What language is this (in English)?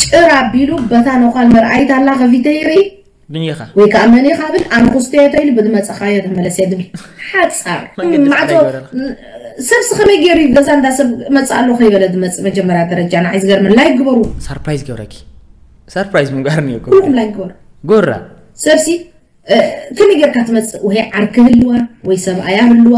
Tigrinya